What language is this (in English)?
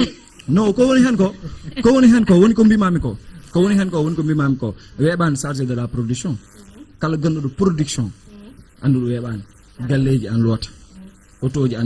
Fula